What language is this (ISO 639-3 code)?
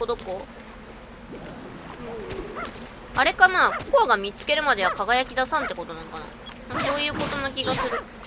jpn